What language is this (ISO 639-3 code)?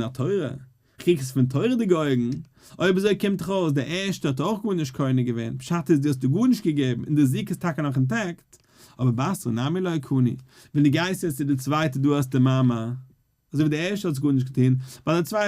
yid